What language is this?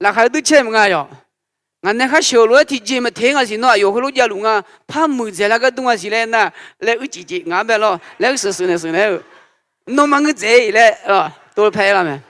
Akha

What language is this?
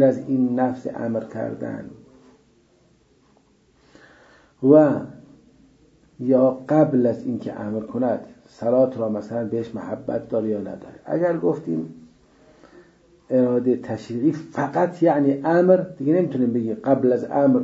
Persian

